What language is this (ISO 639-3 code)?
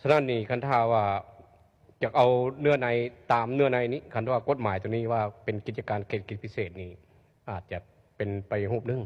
lao